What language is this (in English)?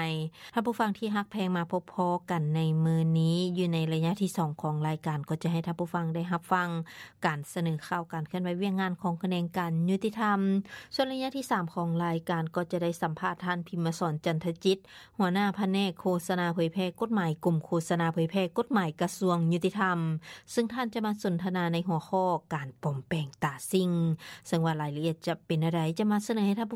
Lao